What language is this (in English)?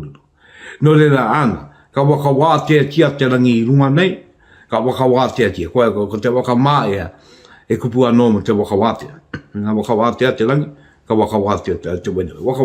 Māori